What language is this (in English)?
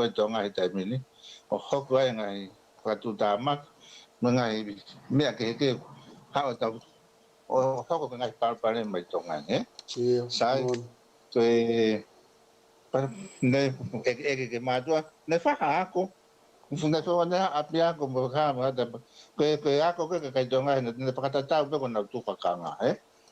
Tongan